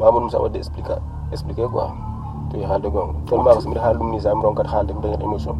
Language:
Fula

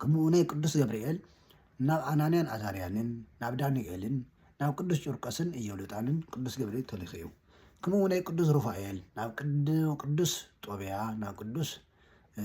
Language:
Tigrinya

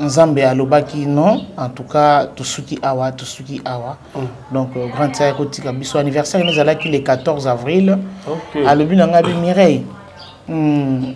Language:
Lingala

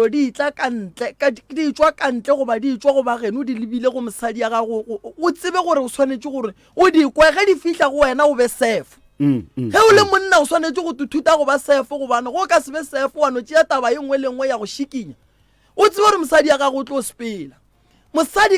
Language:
Northern Sotho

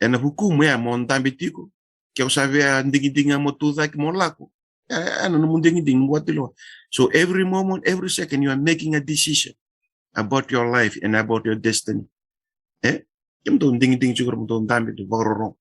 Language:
Fijian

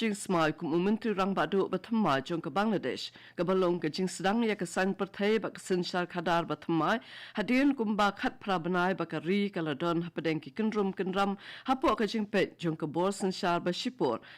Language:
Khasi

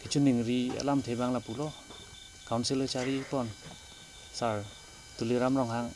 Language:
Karbi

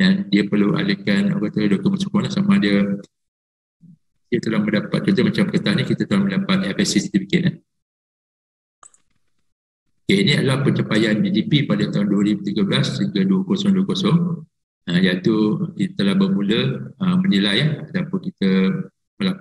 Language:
Malay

